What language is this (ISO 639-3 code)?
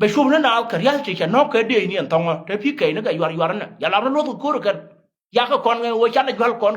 nus